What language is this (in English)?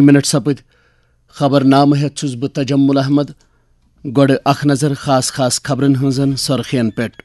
Kashmiri